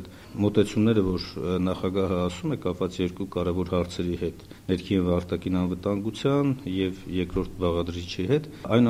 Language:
Armenian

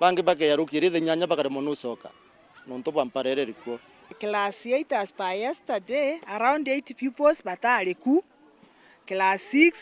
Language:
Meru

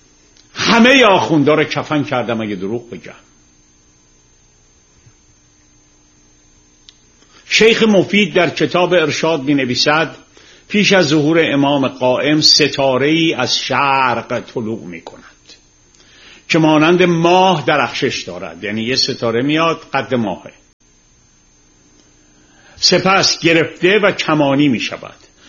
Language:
Persian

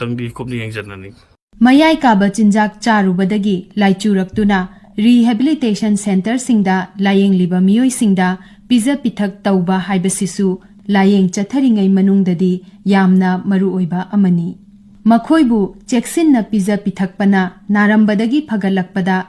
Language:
Manipuri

